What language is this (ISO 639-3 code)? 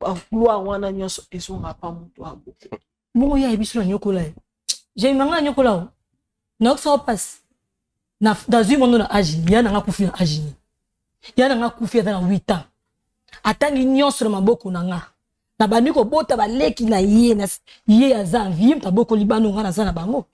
lin